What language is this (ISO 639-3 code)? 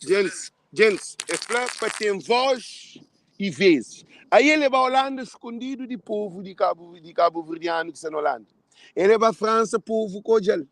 kea